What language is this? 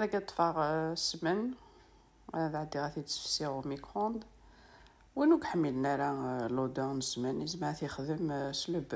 Kabyle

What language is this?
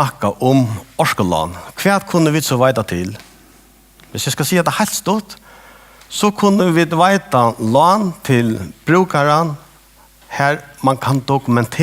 Faroese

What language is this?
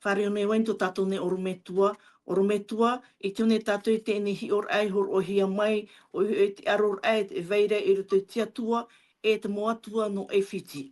Tahitian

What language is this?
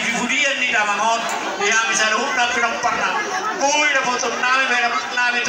Batak Toba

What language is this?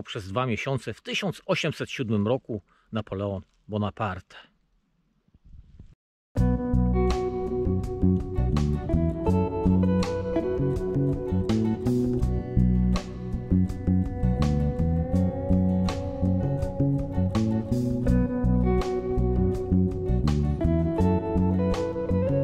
Polish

